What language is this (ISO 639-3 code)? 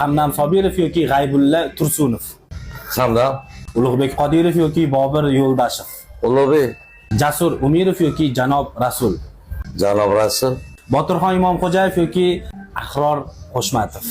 uzb